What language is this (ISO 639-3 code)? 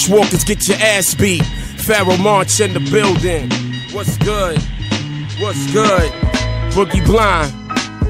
eng